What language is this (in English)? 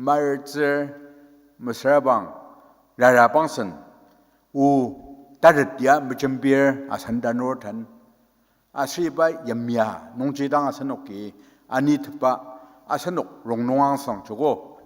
Ao Naga